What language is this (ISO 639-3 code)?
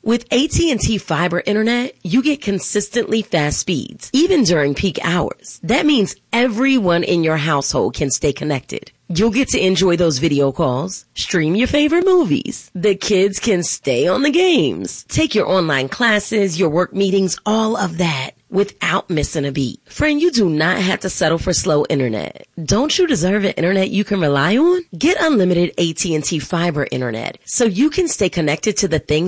eng